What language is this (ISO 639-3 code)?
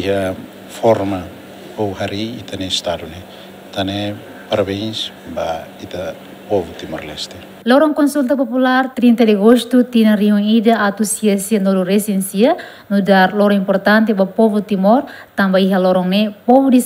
tet